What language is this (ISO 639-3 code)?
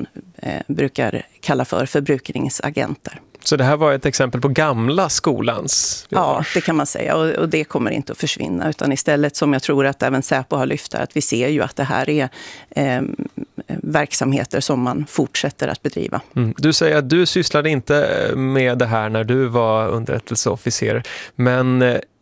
swe